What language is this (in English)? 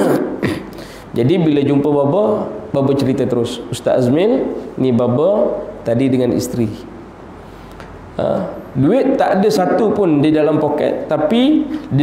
Malay